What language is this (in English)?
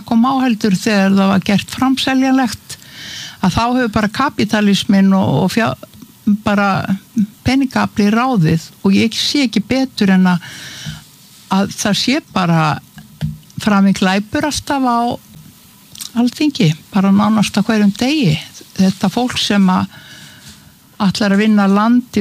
Icelandic